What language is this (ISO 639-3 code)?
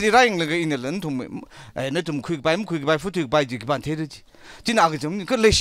nmf